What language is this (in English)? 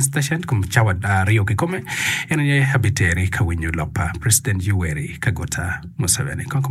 Acoli